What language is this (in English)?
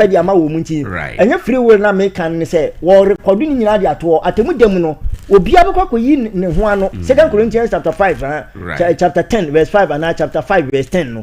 Akan